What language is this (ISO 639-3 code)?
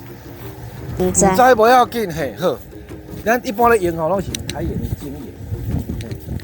nan